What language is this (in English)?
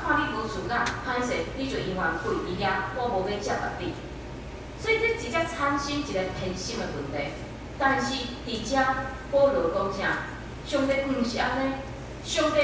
Min Nan Chinese